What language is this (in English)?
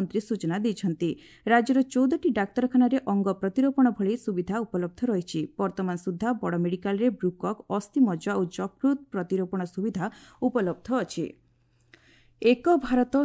Odia